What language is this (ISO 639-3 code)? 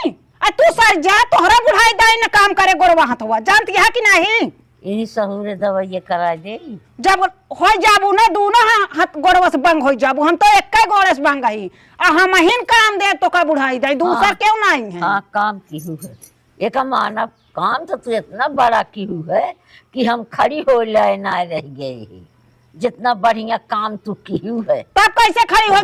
awa